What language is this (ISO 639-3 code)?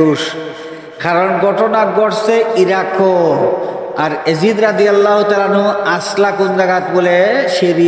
syl